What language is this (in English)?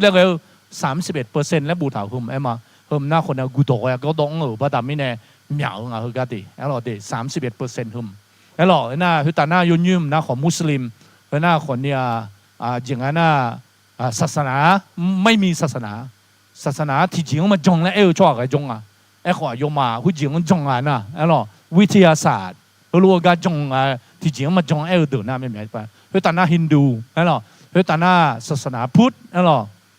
Akha